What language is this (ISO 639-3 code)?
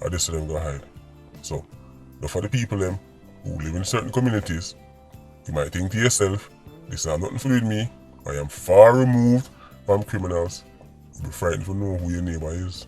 jam